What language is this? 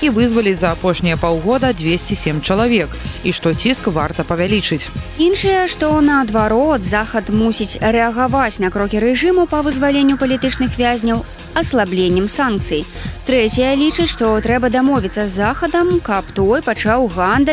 Belarusian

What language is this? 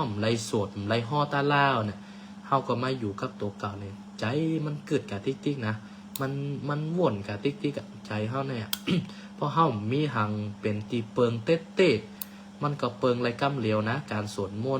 Shan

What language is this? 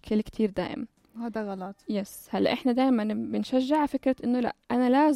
North Levantine Arabic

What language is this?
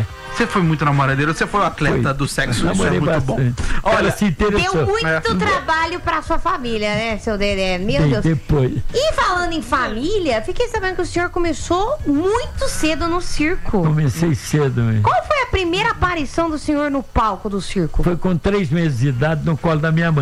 Portuguese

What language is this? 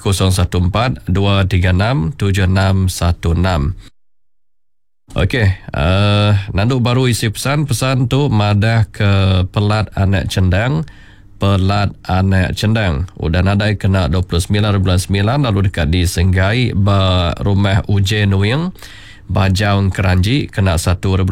Iban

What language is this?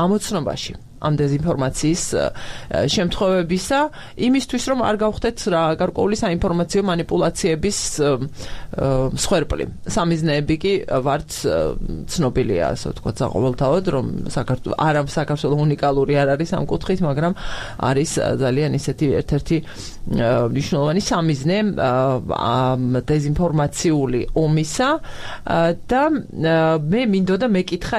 Georgian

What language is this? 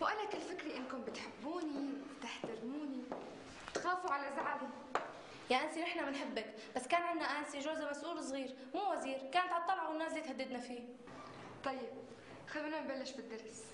North Levantine Arabic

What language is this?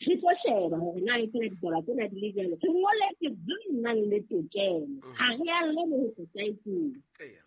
Southern Sotho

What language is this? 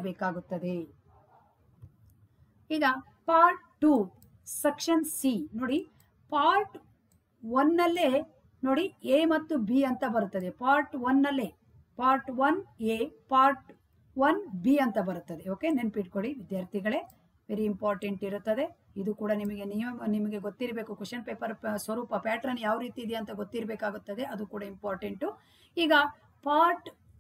Kannada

